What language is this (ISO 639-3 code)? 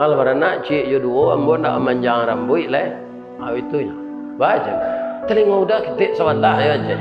min